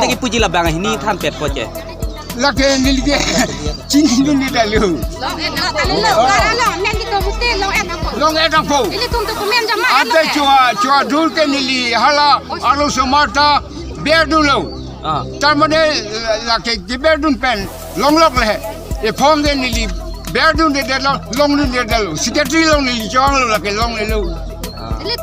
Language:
Karbi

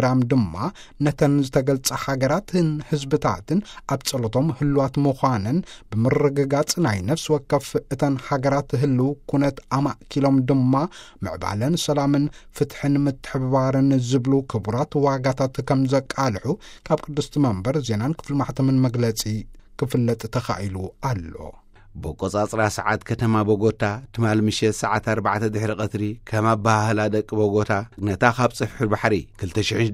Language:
Tigrinya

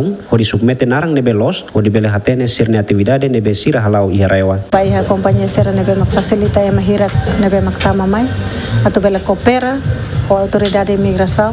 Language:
Tetum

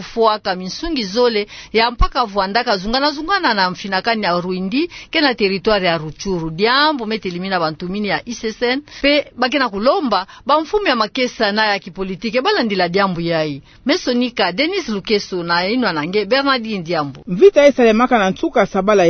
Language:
Kituba (Democratic Republic of Congo)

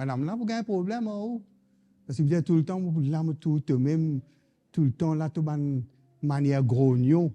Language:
Morisyen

